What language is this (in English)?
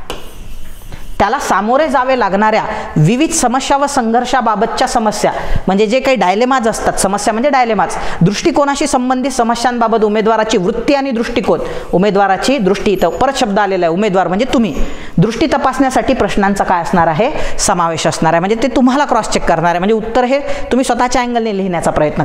Marathi